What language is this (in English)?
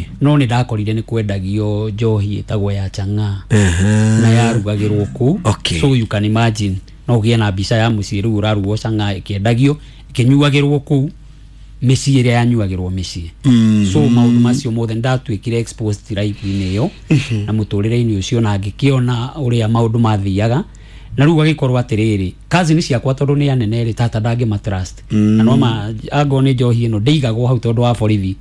Kikuyu